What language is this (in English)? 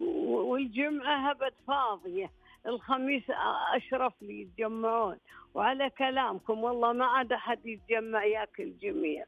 Najdi Arabic